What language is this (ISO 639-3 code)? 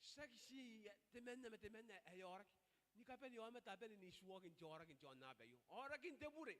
gil